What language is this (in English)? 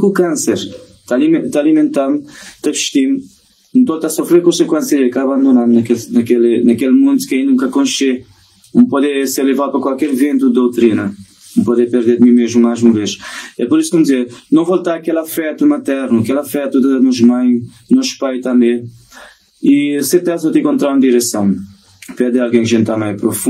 Kabuverdianu